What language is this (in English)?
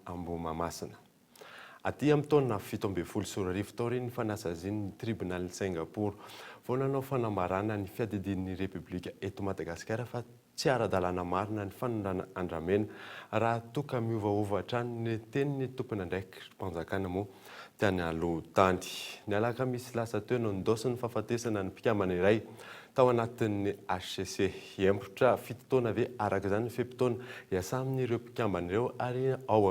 Malagasy